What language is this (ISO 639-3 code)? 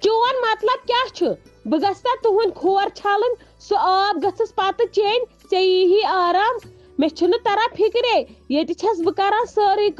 kas